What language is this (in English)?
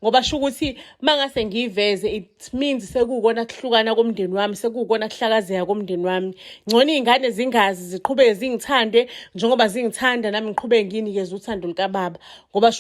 Zulu